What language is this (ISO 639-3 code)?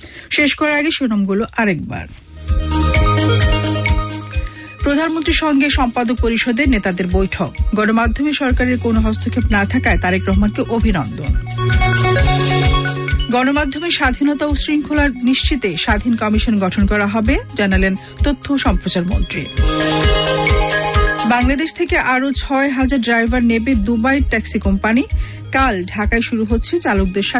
ben